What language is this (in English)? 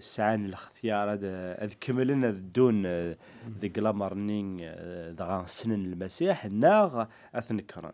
Kabyle